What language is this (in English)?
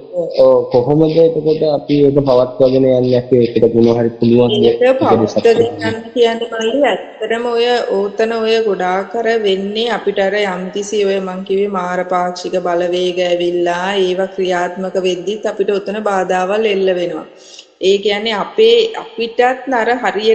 Sinhala